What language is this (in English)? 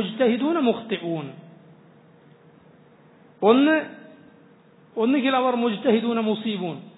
Malayalam